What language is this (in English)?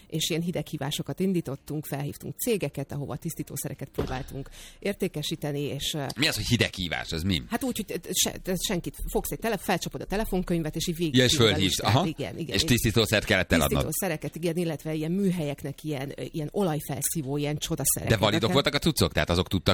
Hungarian